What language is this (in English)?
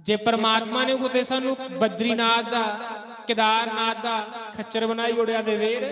Dogri